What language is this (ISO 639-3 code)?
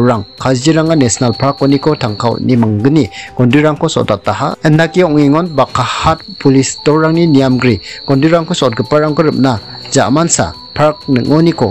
grt